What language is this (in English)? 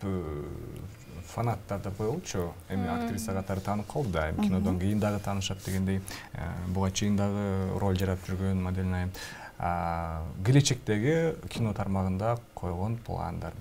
Kyrgyz